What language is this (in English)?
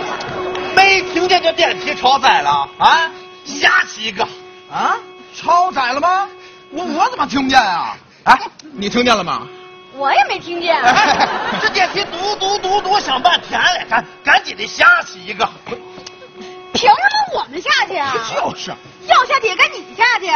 Chinese